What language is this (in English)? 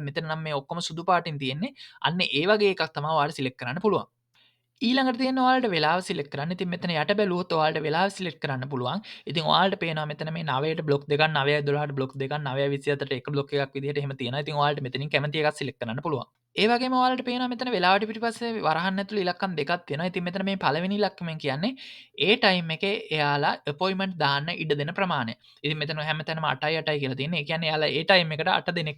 Sinhala